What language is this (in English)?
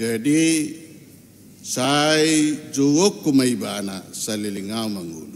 Batak Toba